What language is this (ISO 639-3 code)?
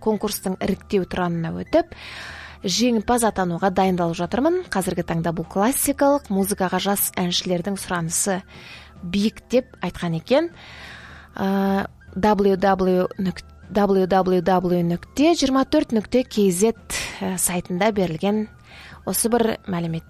kaz